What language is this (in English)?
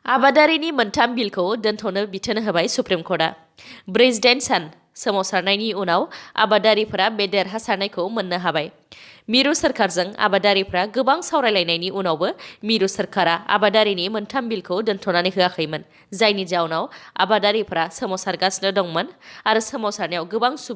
Bodo